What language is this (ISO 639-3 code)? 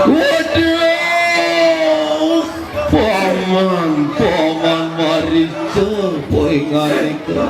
ban